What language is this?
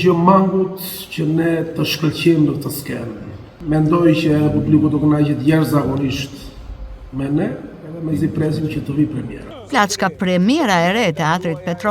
Albanian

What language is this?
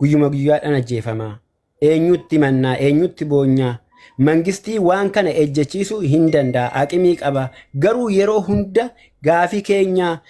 Oromo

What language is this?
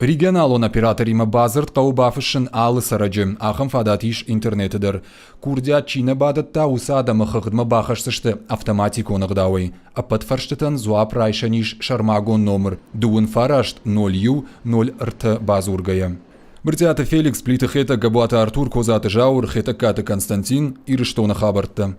Ossetic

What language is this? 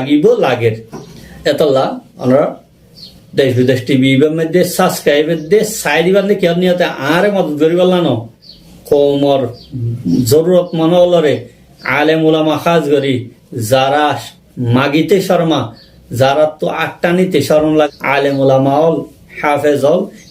Rohingya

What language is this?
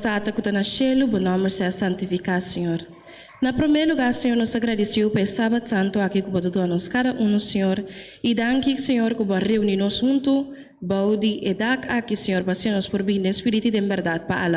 Papiamento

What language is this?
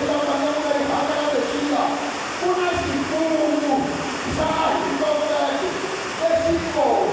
Tsonga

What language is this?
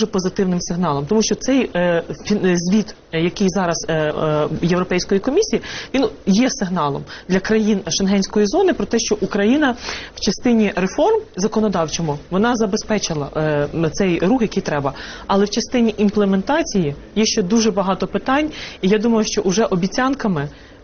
Ukrainian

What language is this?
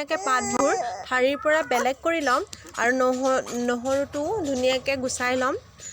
Assamese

